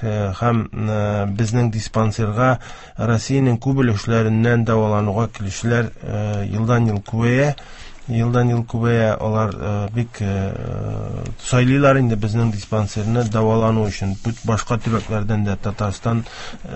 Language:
Tatar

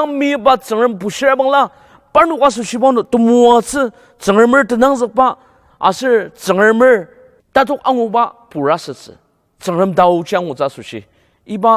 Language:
Ao Naga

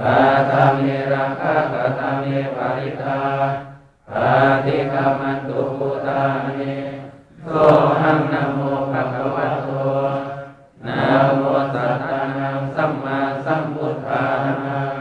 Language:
Pali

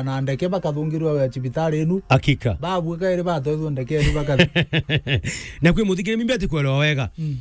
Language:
Meru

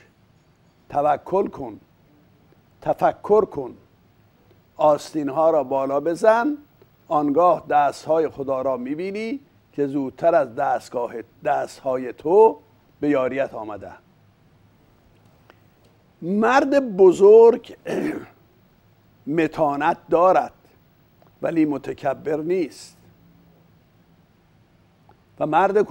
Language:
Persian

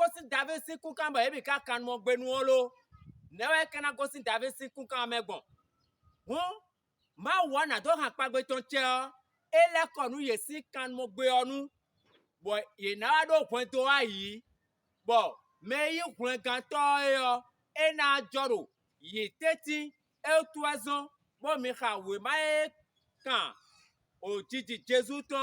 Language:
Fon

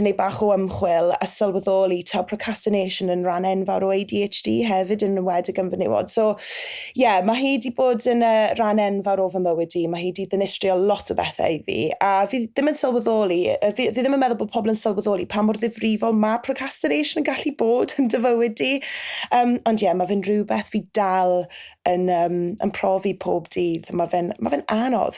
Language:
Welsh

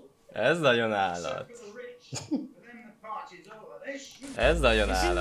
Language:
Hungarian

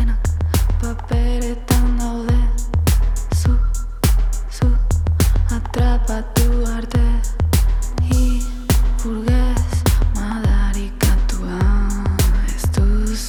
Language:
Basque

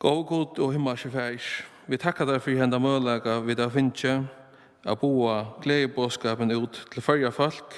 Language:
Faroese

